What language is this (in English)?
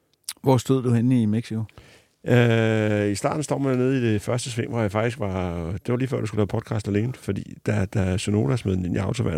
Danish